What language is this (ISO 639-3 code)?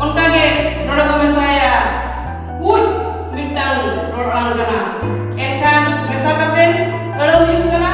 sat